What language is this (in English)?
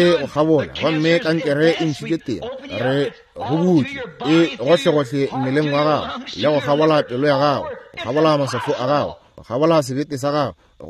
Northern Sotho